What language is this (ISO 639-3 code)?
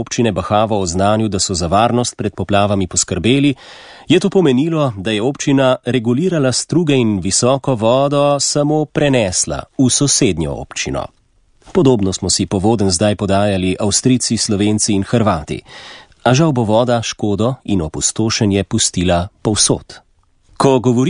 slv